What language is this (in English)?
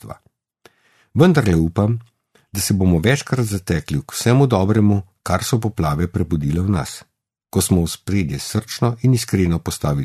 Slovenian